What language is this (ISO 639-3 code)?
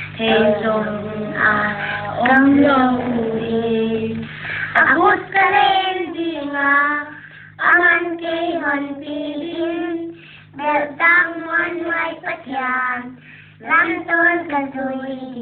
pck